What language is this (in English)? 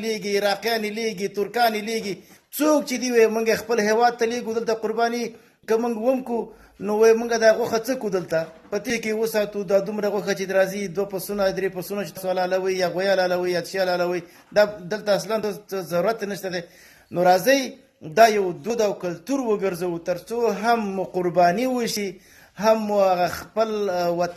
Pashto